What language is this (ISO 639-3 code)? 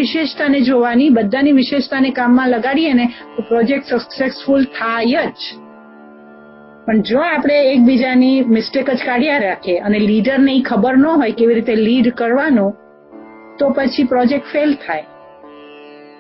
guj